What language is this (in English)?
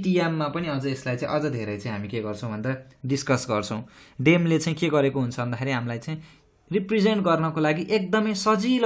Nepali